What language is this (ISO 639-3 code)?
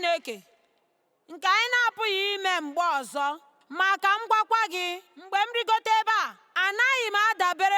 ibo